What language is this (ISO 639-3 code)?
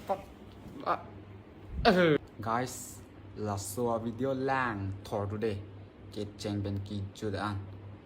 mjw